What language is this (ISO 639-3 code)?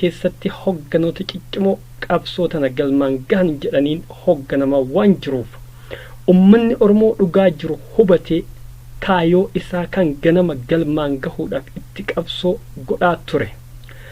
orm